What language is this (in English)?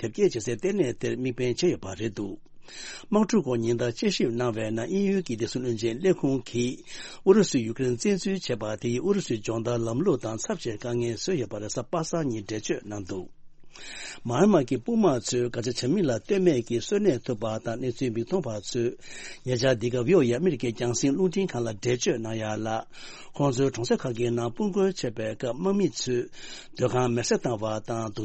Tibetan